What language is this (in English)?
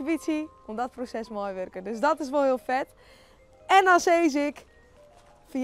Western Frisian